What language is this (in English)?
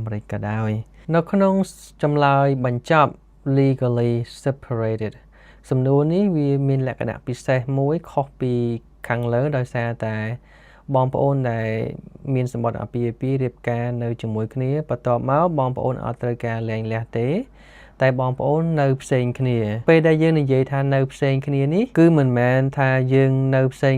Khmer